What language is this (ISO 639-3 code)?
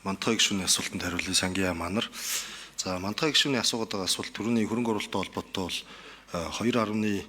mon